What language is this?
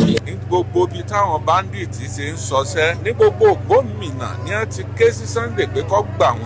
Yoruba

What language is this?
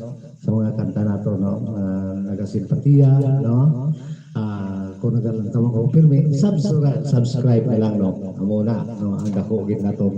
Hiligaynon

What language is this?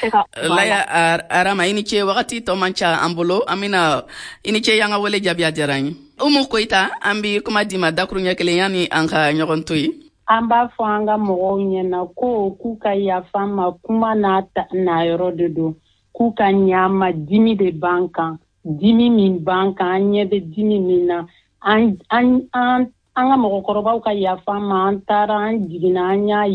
Bambara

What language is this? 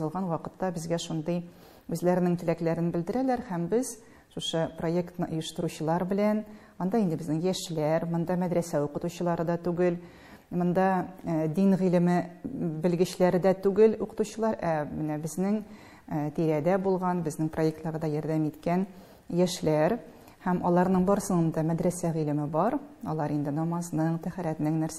Tatar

